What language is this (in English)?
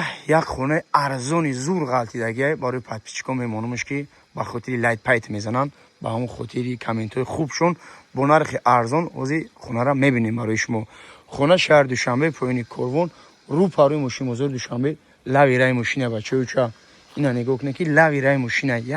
Tajik